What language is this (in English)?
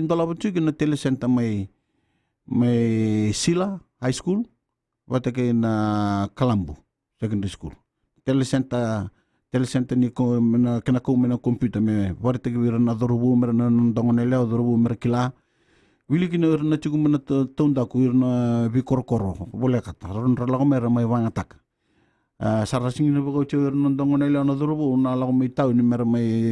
Fijian